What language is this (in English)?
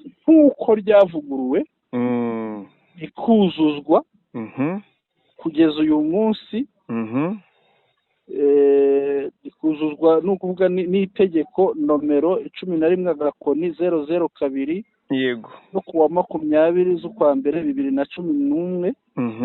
Kinyarwanda